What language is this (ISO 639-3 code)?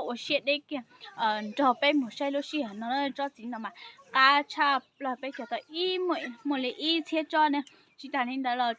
hmn